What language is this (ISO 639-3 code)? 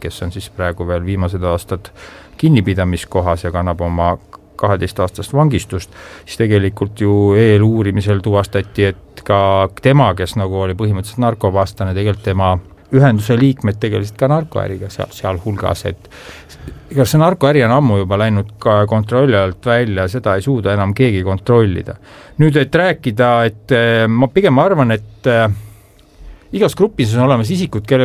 est